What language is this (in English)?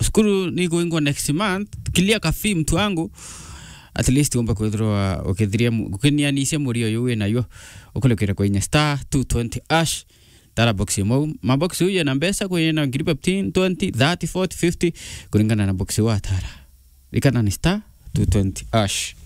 Meru